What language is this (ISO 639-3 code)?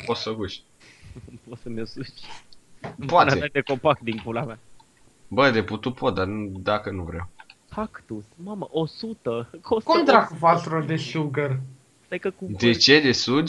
ron